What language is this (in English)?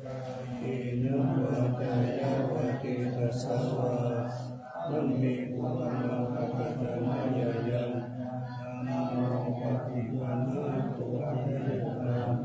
Pali